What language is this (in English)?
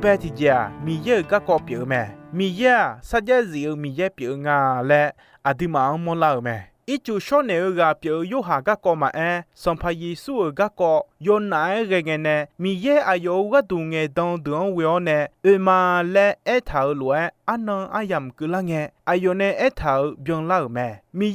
Akha